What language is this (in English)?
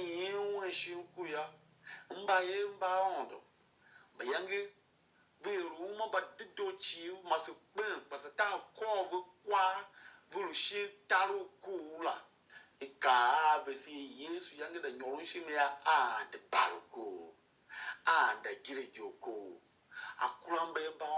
Tiv